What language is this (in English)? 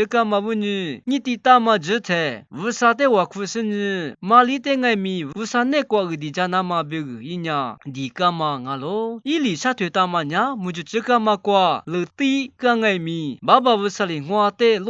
Lisu